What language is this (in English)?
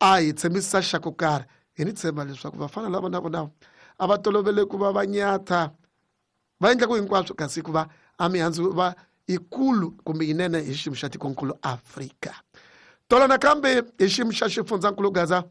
Tsonga